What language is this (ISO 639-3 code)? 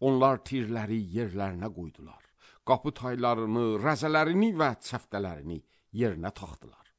aze